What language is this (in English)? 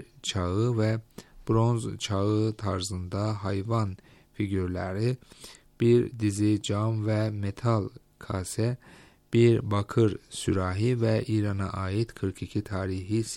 Turkish